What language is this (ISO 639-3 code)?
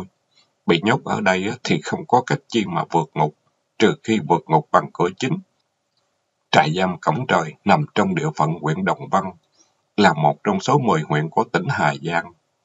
vie